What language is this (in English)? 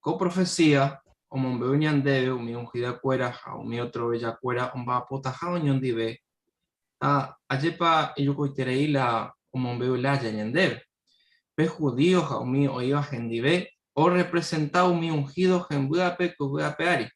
Guarani